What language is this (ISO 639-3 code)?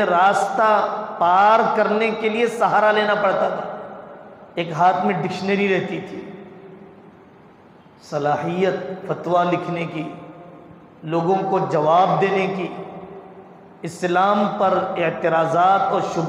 urd